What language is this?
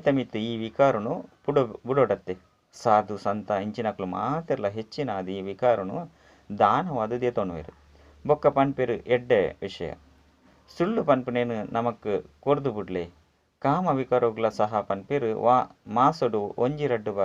Tulu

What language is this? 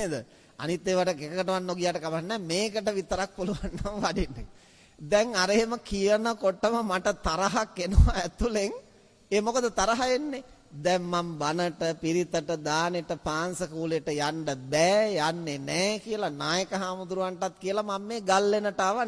Sinhala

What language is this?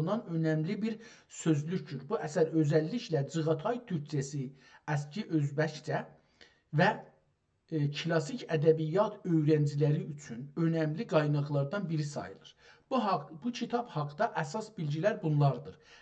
South Azerbaijani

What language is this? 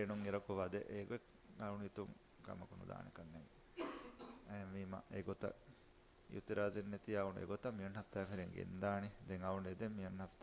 Divehi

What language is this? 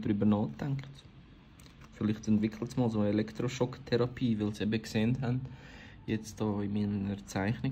Swiss German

